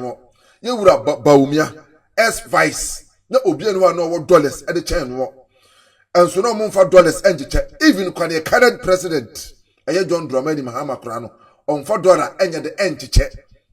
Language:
Akan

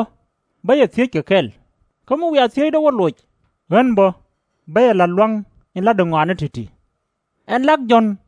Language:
Nuer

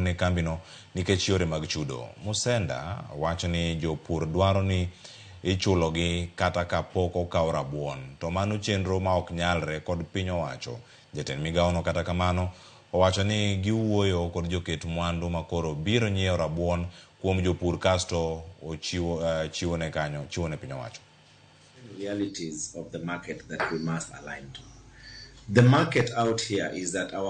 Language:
Luo (Kenya and Tanzania)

